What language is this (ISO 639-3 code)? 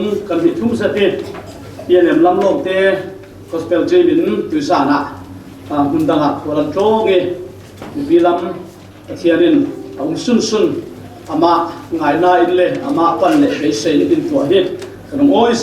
cfm